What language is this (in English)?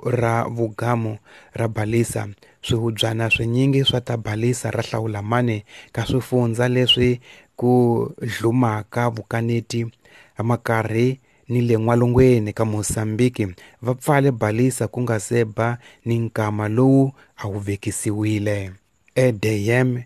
Tsonga